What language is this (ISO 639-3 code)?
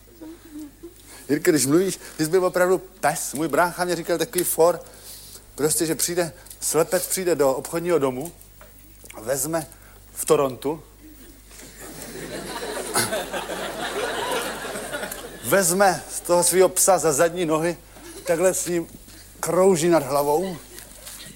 ces